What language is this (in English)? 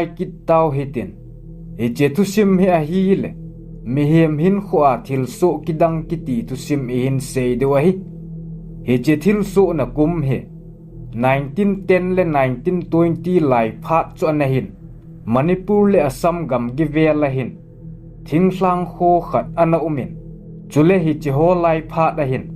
Thado Chin